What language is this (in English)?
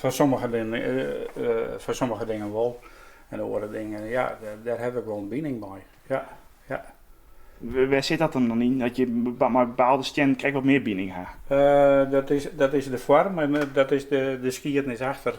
Western Frisian